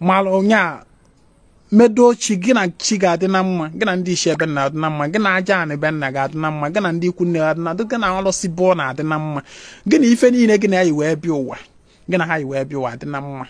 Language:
Igbo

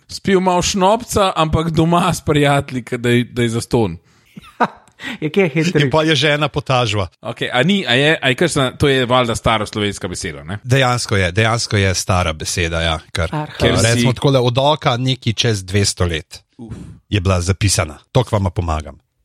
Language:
Slovenian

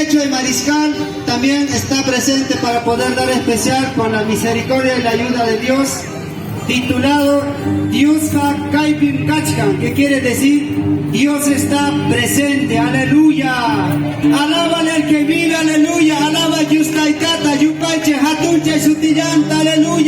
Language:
Ayacucho Quechua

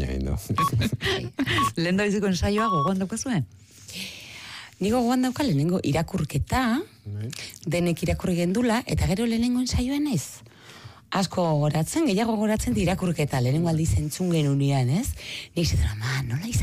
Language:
Basque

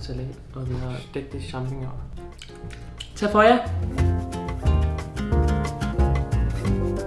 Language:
Danish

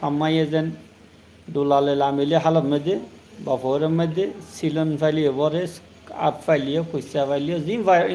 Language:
Rohingya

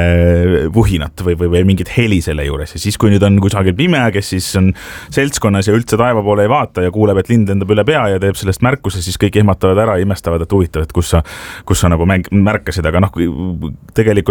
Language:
Estonian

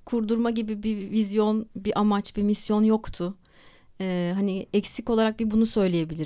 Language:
Turkish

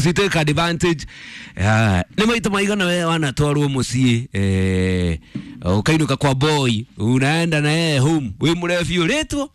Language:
Kikuyu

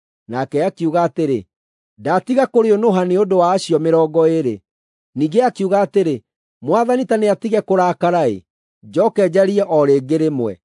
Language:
Kikuyu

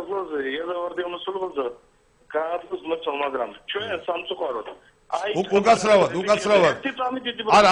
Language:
Georgian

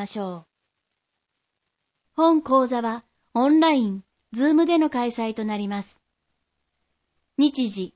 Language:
Japanese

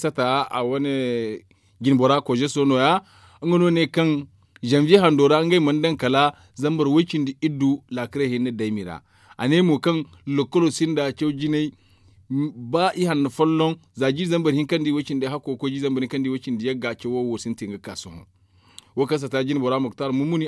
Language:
Zarma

